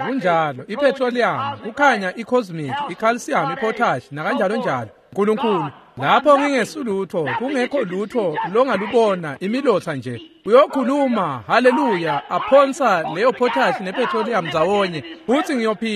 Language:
Swati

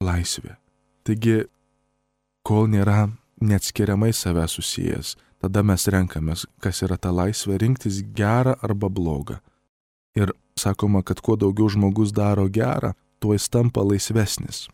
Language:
Lithuanian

